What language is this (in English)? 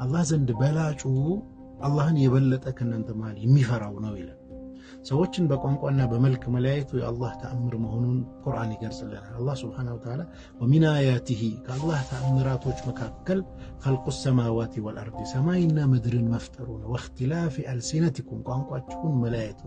Amharic